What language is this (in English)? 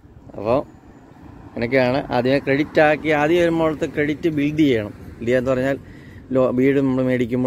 Malayalam